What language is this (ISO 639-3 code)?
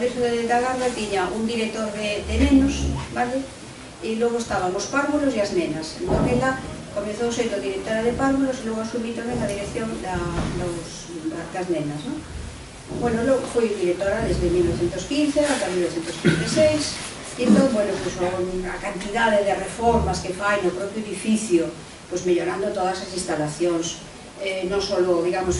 glg